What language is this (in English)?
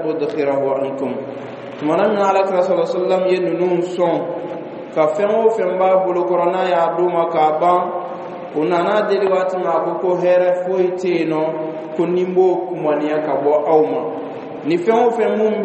Bambara